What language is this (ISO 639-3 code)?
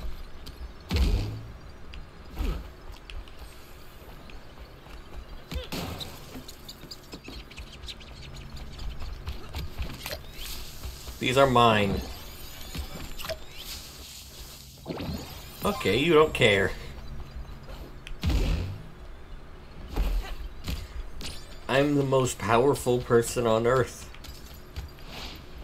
eng